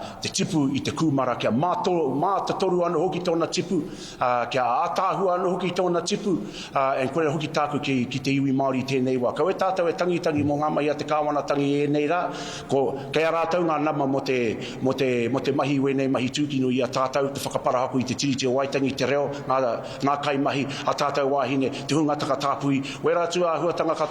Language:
Māori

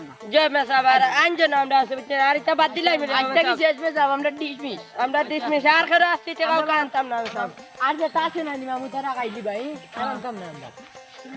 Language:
Sylheti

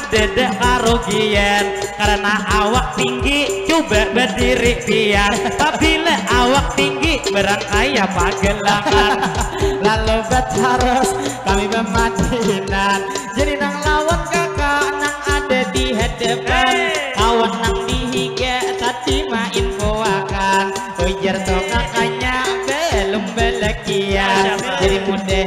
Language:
Banjar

